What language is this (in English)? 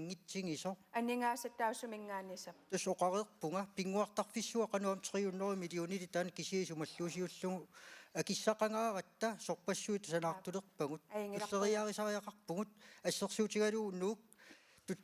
Kalaallisut